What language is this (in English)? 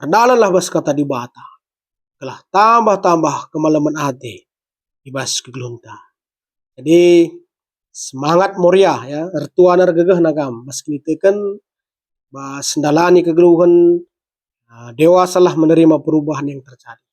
Batak Karo